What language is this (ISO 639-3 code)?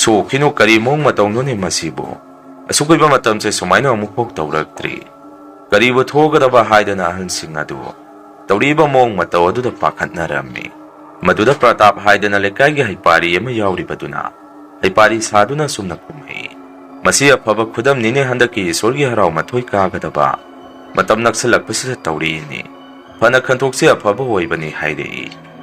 mni